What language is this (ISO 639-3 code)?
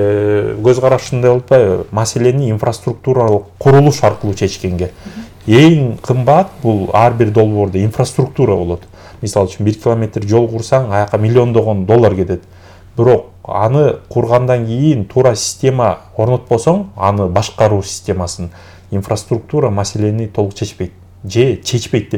kir